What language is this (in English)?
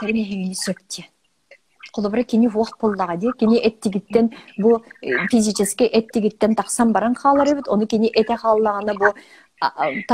Yakut